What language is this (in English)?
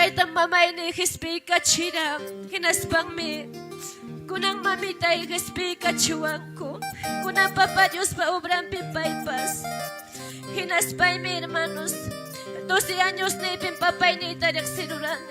Ayacucho Quechua